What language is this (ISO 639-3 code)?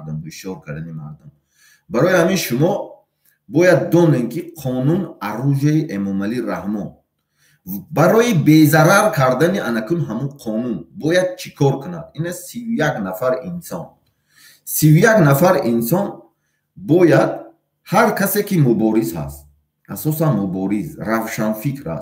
tgk